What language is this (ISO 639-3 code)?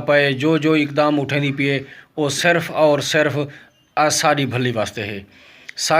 skr